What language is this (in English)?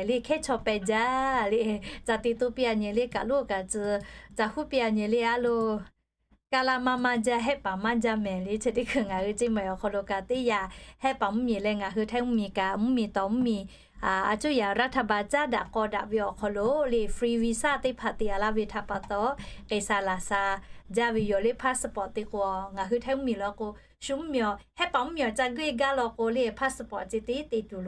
Lahu